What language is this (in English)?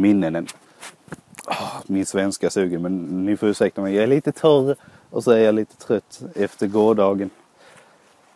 Swedish